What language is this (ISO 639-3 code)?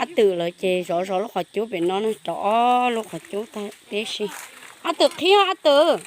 hmn